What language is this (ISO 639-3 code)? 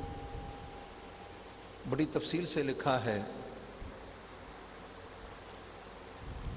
urd